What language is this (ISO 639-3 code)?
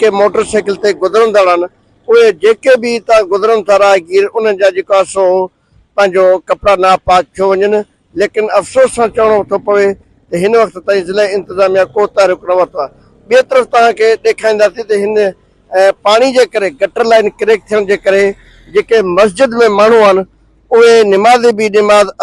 snd